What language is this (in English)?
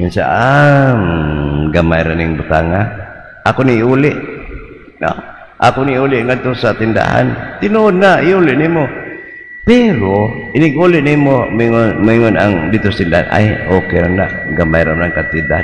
Cebuano